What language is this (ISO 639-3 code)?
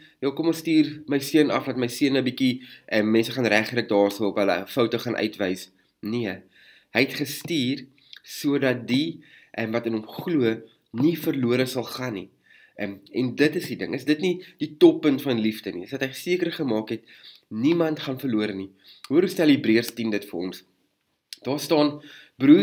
afr